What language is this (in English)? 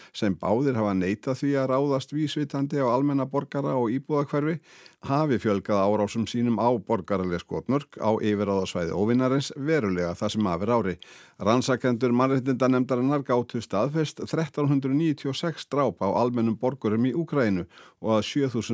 Icelandic